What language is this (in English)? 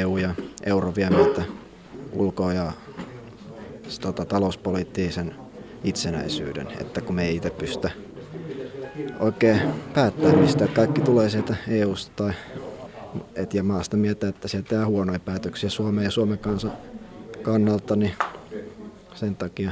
Finnish